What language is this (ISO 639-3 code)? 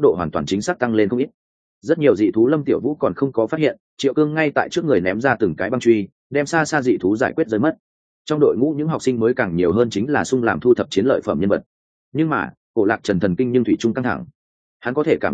vie